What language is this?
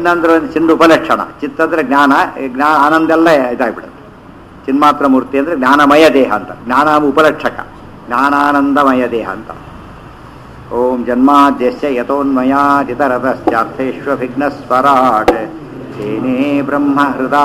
Kannada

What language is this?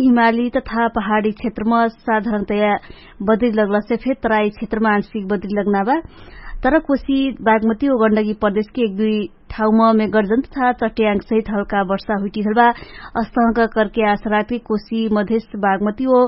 Dangaura Tharu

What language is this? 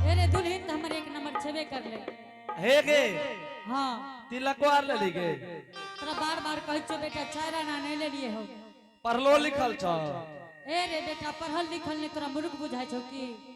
Angika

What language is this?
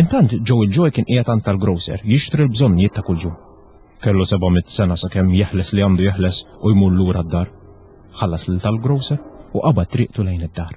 Maltese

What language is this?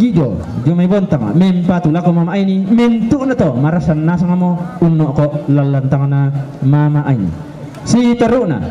Toraja-Sa'dan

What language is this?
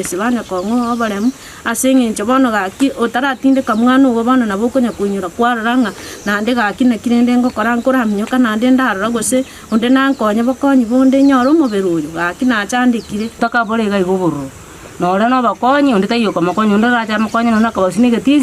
Gusii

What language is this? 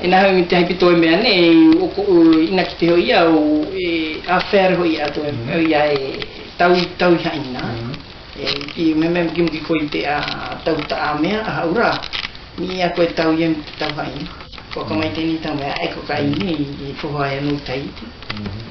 South Marquesan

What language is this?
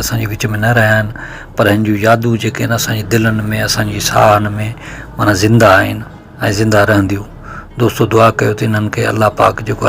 Sindhi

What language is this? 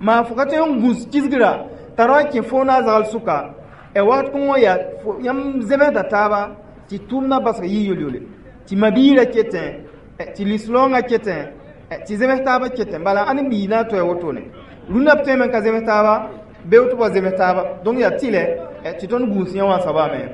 Mossi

